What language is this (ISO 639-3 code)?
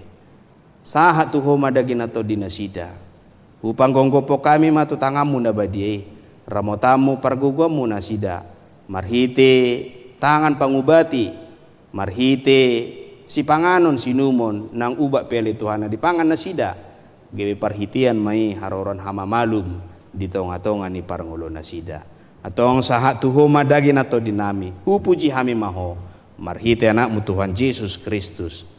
bbc